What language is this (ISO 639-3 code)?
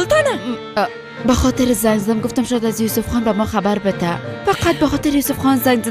fas